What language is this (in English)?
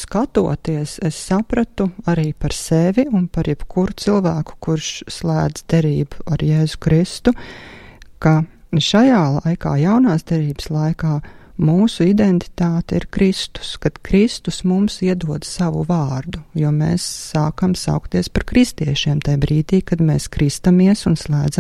Latvian